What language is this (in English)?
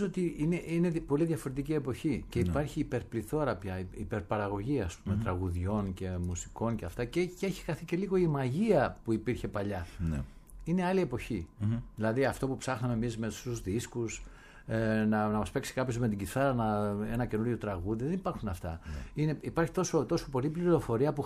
Greek